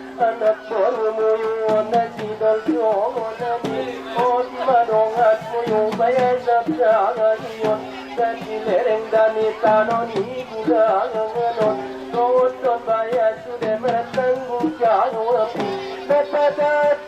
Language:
Batak Angkola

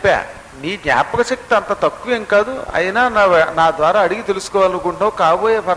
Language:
Telugu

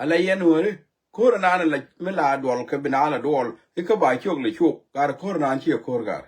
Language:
Nuer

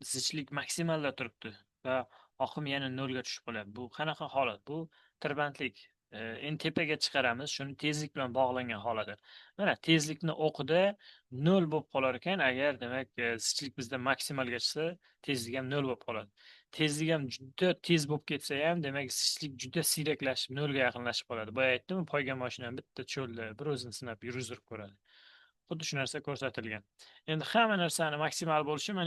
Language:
Uzbek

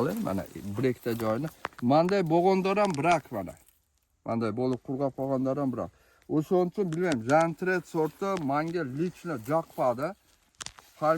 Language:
Uzbek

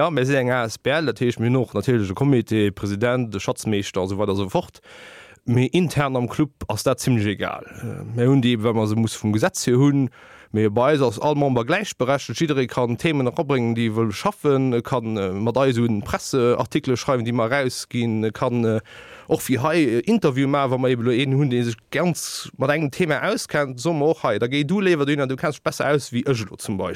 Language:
Luxembourgish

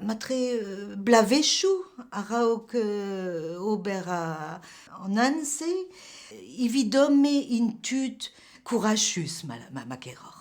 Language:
Breton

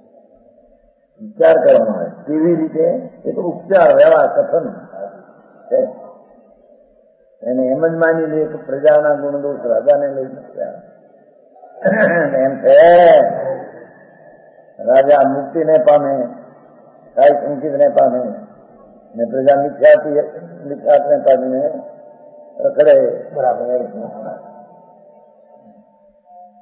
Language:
Gujarati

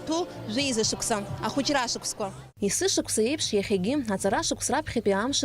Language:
Abkhazian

